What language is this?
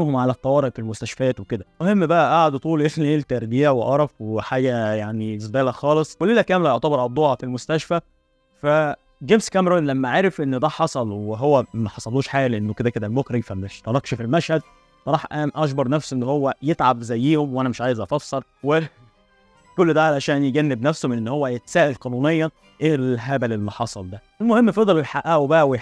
Egyptian Arabic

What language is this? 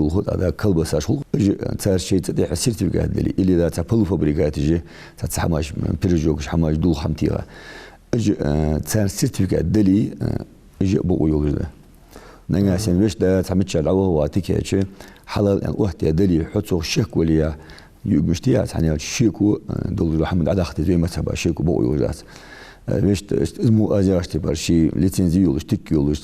Ingush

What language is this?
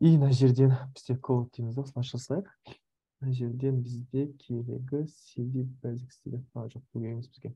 Kazakh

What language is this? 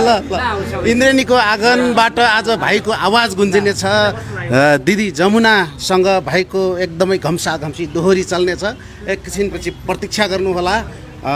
Nepali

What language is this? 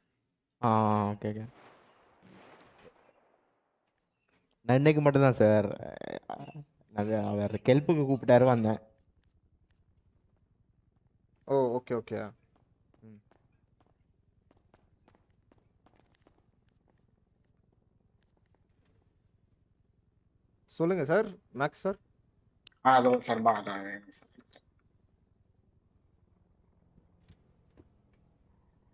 Tamil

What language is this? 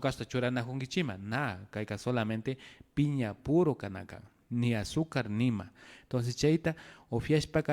Imbabura Highland Quichua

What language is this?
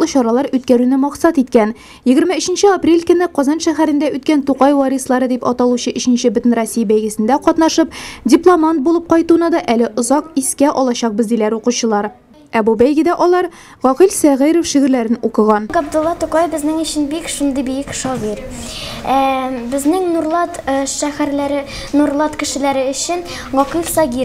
Tatar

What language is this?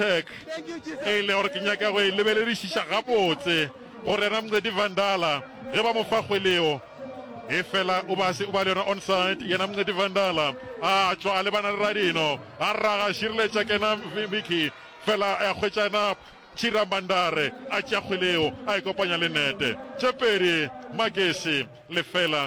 Northern Sotho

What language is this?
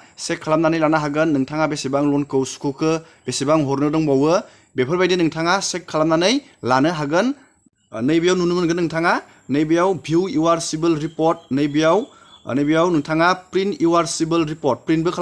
Bodo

